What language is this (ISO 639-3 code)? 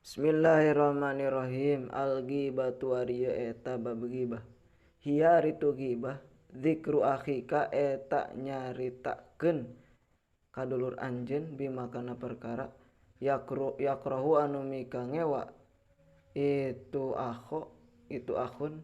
sun